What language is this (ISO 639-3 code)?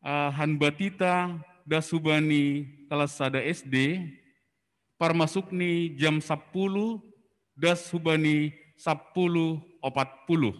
bts